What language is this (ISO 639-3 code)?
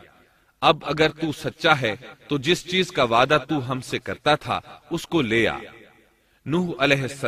urd